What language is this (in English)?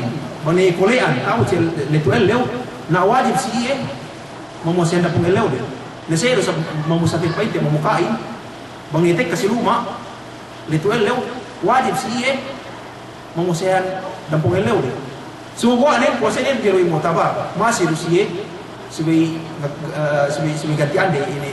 Yakan